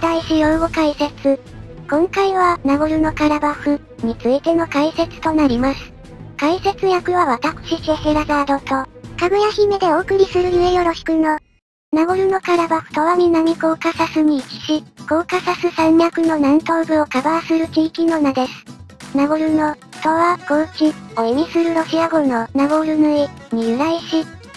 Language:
Japanese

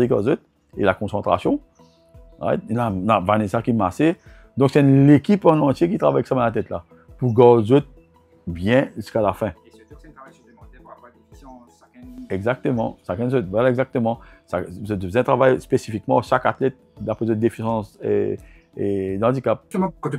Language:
Morisyen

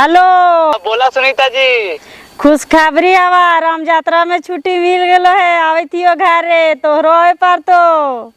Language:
Magahi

